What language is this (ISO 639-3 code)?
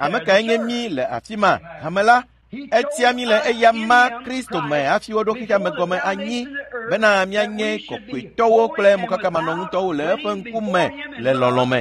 ewe